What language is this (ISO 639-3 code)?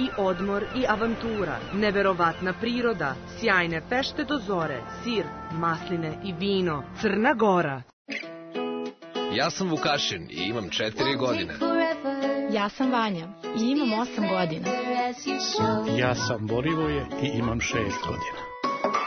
srp